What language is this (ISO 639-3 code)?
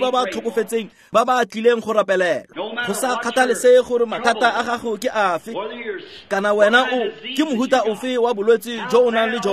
tsn